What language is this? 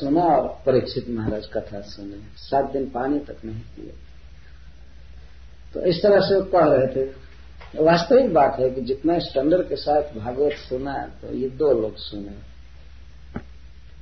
Hindi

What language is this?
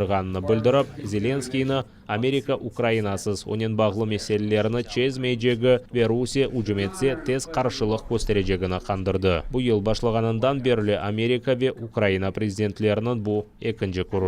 Crimean Tatar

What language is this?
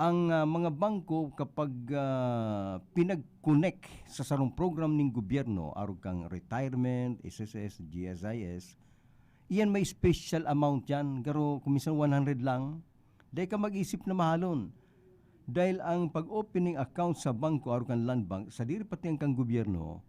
Bikol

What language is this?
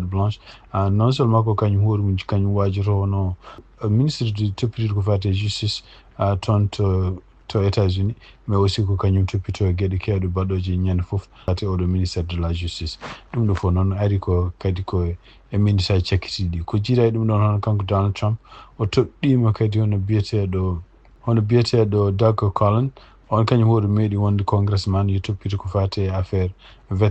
Fula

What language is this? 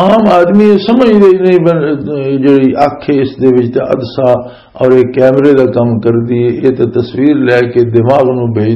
Western Panjabi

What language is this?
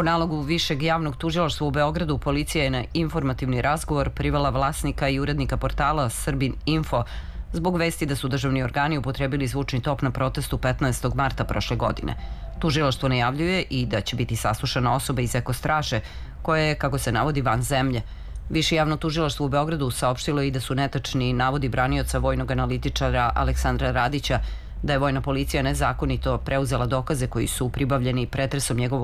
Serbian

